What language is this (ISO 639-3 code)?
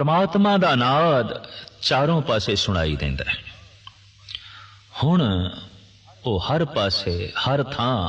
pan